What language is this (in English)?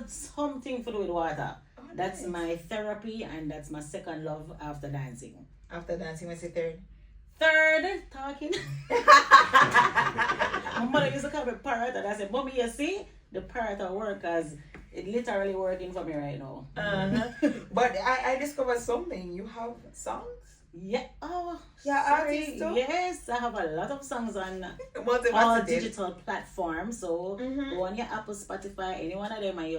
Jamaican Creole English